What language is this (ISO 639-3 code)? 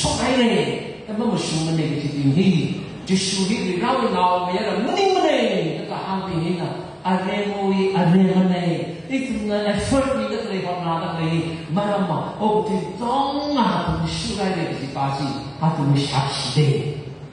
nmf